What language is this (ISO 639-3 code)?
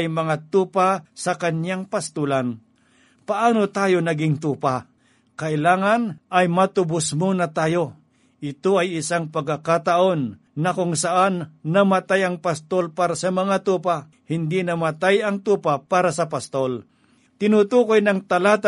fil